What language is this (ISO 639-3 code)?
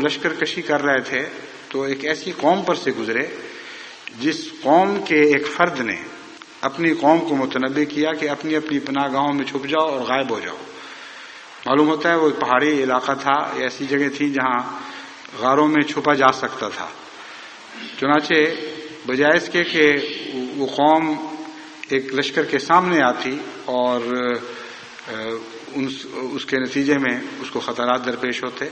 urd